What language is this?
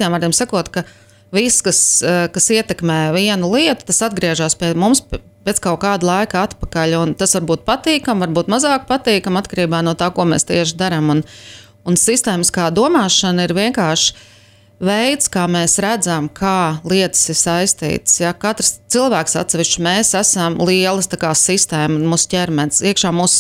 Latvian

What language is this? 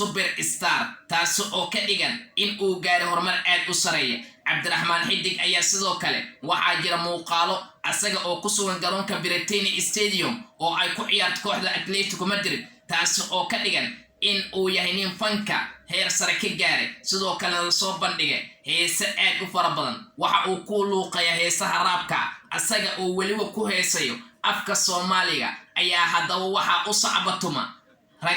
Somali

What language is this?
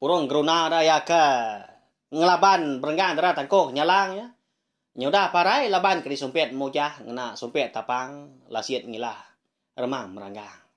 Iban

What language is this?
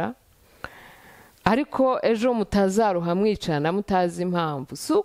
Kinyarwanda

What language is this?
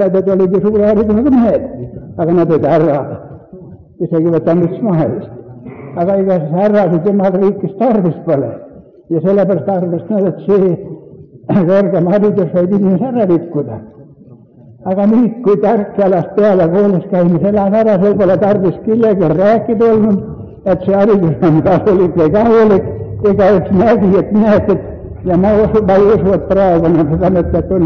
Estonian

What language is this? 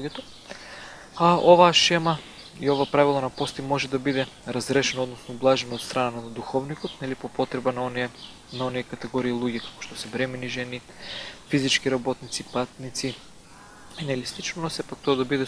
Macedonian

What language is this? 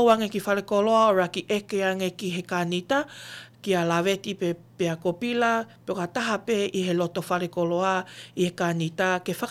Tongan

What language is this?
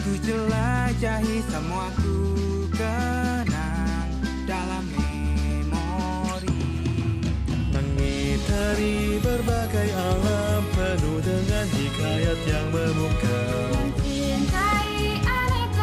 Indonesian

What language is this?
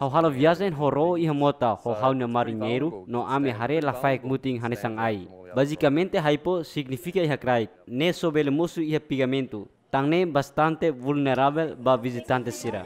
Tetum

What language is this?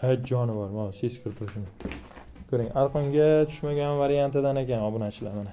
Uzbek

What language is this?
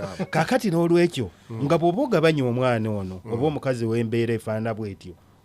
Ganda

